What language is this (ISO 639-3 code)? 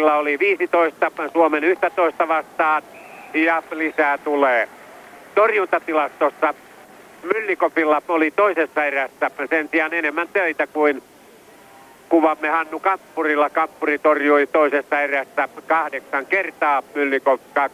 fin